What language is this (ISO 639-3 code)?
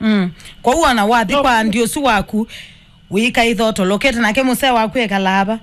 kam